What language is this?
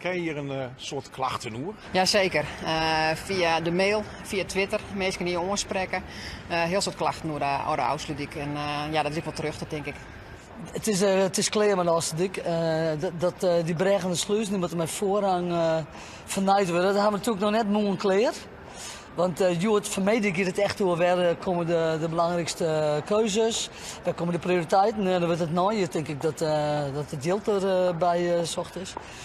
Western Frisian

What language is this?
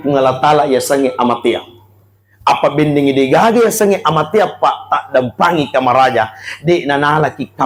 Buginese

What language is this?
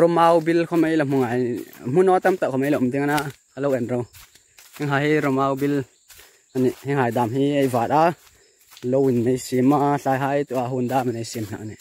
Hmar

